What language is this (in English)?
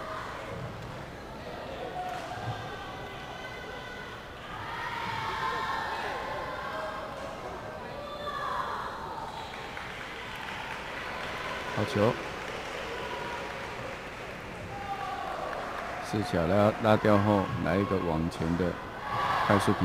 Chinese